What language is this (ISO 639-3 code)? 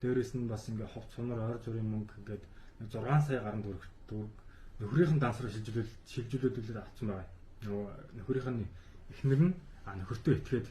mon